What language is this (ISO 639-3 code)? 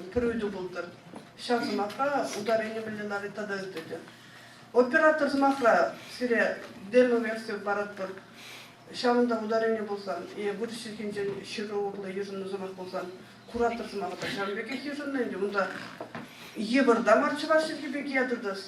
chv